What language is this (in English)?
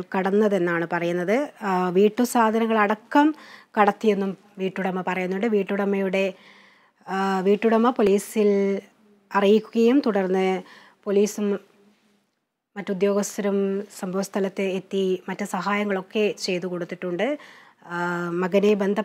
Malayalam